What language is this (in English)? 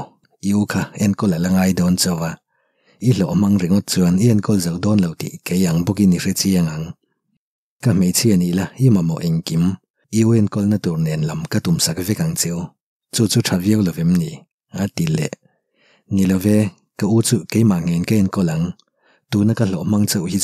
Mizo